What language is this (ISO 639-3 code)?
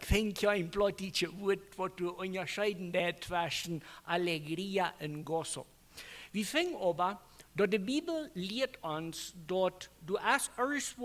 pdt